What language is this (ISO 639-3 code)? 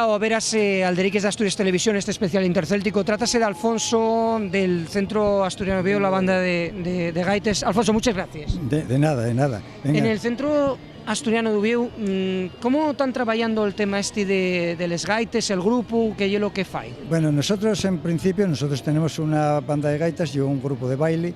ast